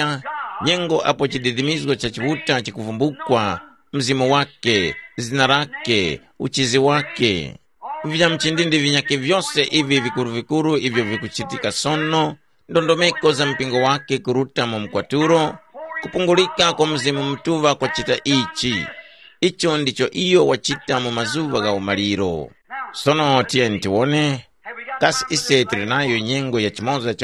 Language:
Tumbuka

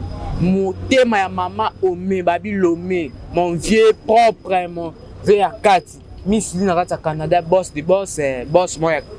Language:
Lingala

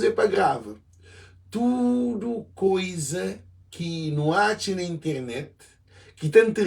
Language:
Kabuverdianu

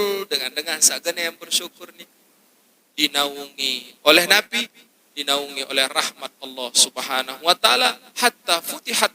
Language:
Sasak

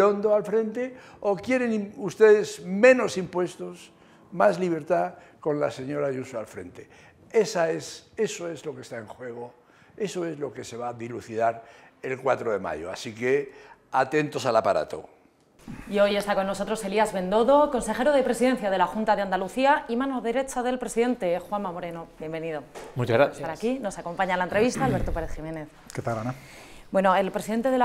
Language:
Spanish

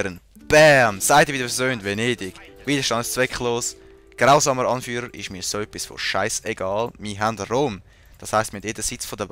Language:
Swiss German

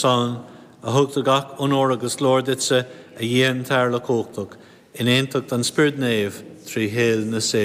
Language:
Irish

